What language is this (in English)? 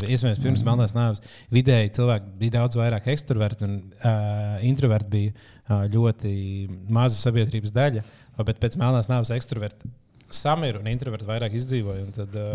Latvian